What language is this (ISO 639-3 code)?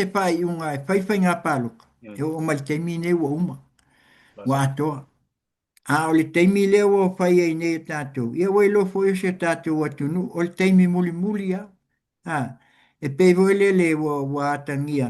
smo